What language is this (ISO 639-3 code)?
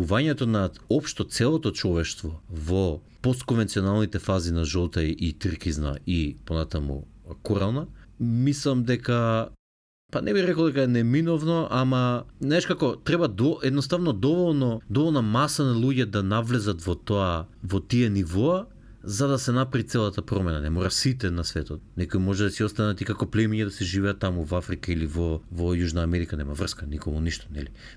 mkd